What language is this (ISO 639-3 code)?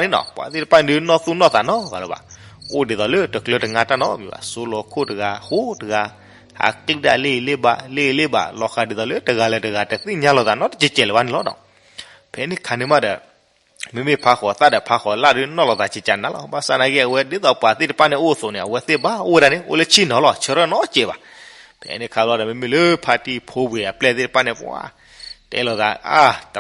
ksw